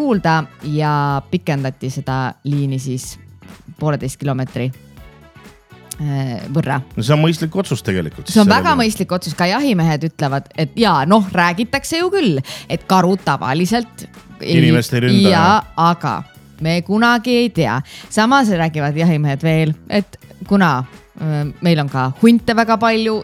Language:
Estonian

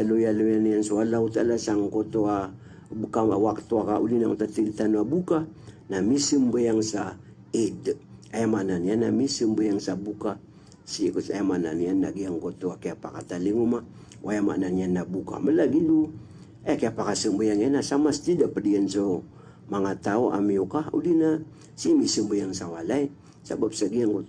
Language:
Maranao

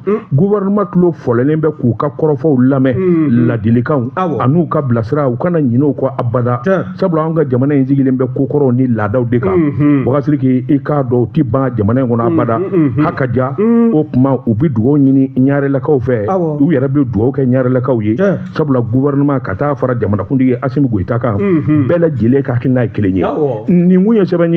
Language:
Bambara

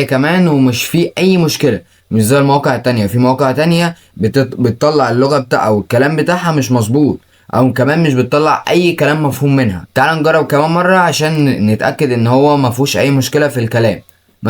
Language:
Egyptian Arabic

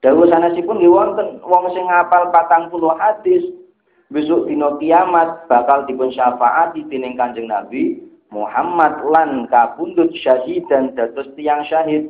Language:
Javanese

